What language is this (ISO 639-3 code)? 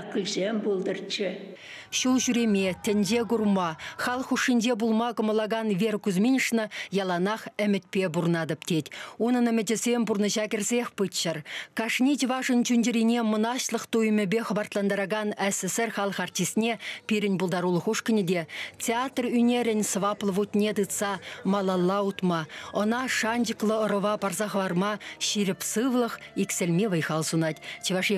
chv